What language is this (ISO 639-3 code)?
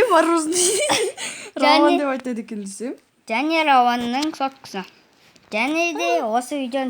kaz